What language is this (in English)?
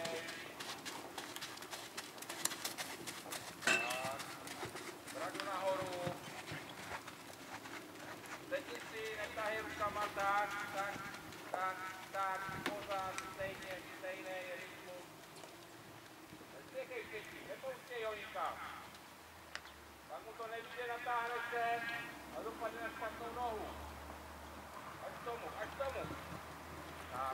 Czech